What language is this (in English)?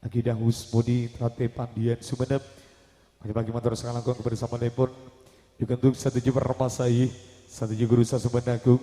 Madurese